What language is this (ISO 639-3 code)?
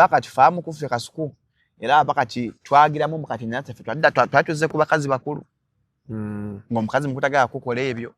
lug